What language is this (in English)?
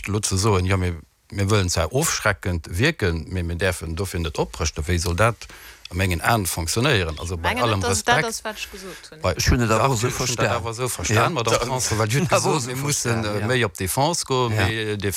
Luxembourgish